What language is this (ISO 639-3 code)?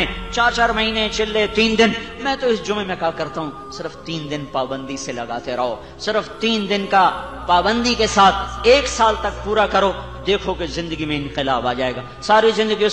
urd